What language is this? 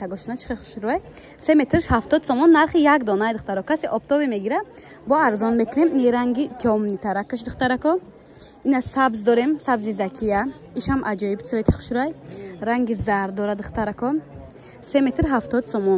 Tajik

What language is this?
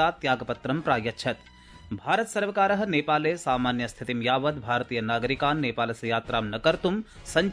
Sanskrit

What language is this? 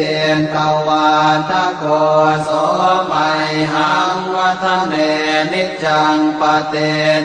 Pali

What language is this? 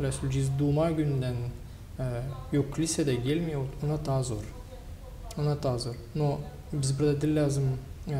Gagauz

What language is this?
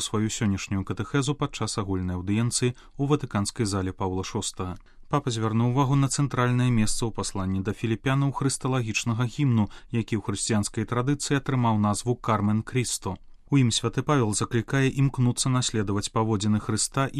Belarusian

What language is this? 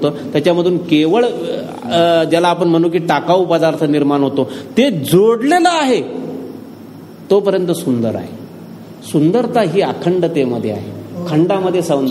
Marathi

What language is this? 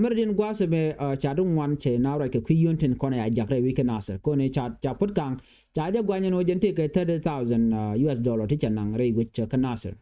Nuer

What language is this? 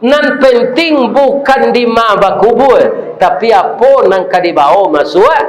Minangkabau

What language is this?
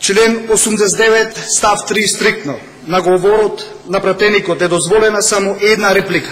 Macedonian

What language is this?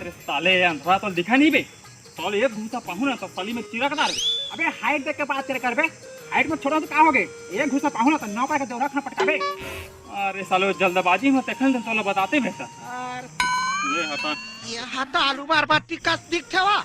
Chhattisgarhi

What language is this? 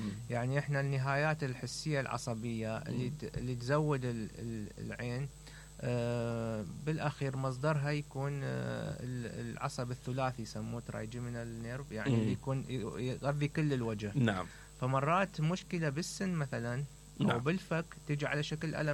Mesopotamian Arabic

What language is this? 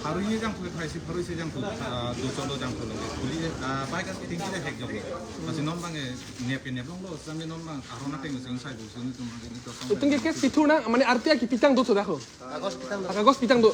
Karbi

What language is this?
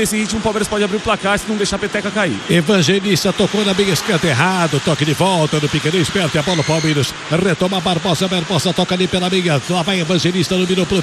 Portuguese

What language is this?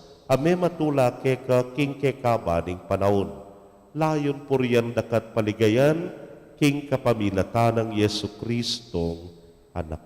Pampanga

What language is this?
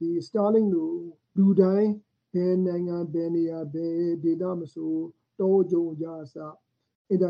Burmese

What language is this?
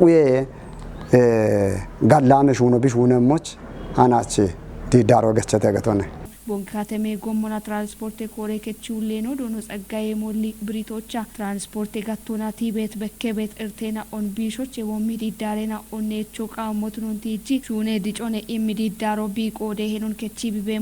Kafa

